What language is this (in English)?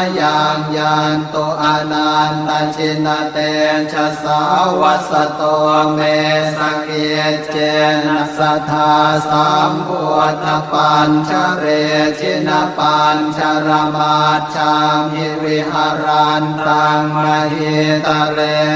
Pali